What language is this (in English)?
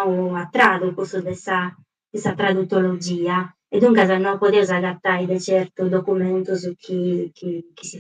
Sardinian